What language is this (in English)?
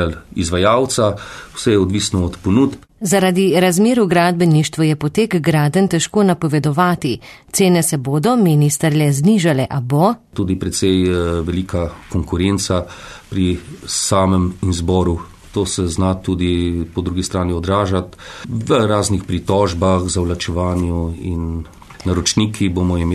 Slovenian